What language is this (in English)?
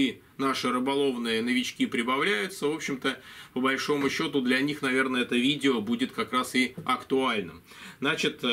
Russian